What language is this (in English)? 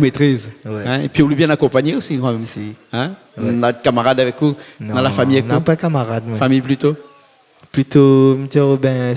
Réunion Creole French